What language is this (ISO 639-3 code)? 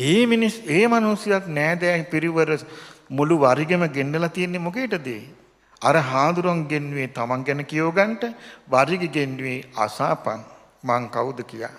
sin